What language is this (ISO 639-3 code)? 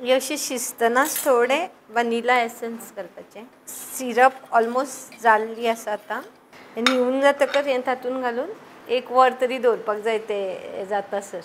kok